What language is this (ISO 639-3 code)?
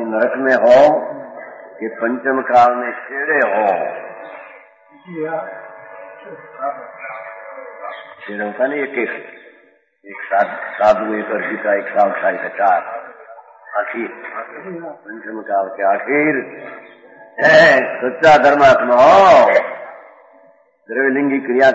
hin